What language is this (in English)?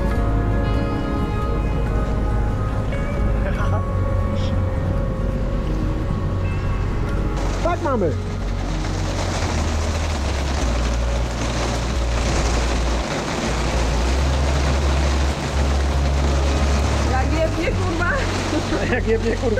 Polish